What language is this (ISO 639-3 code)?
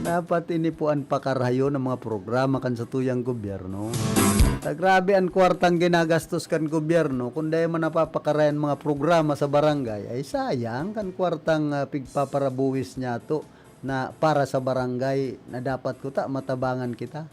bik